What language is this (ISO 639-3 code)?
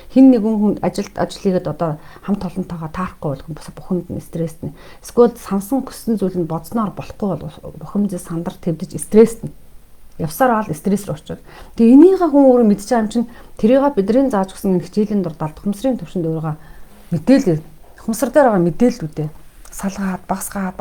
mon